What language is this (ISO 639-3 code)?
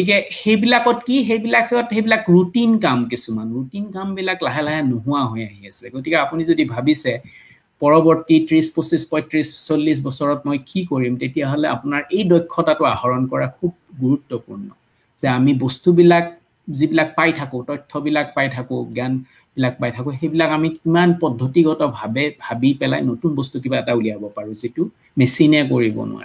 asm